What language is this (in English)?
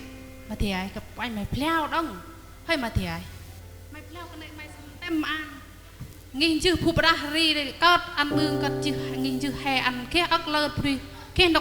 Central Mnong